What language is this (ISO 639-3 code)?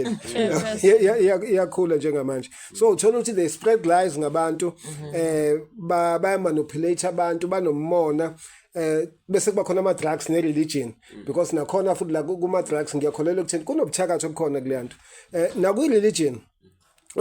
zul